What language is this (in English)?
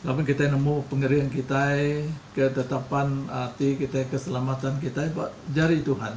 Iban